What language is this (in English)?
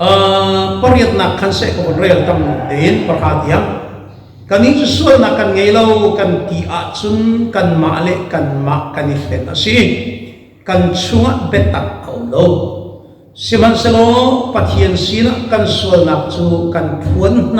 Hakha Chin